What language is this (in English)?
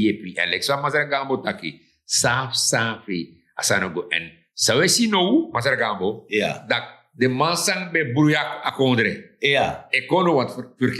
Sranan Tongo